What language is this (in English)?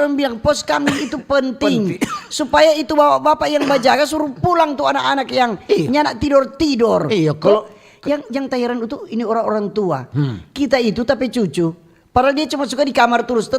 Manado Malay